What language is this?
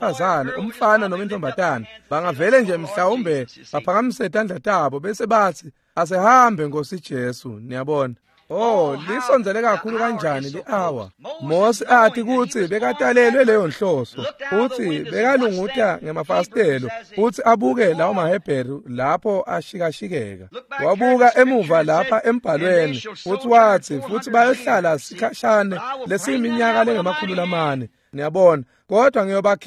Swati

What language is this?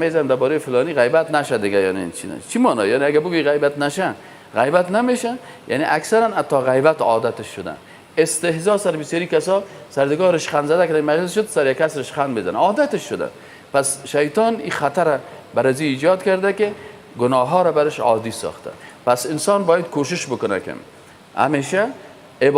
Persian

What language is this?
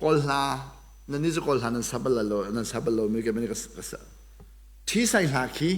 Hakha Chin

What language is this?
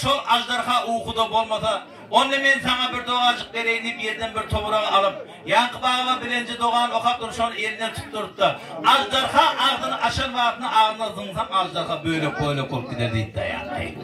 Turkmen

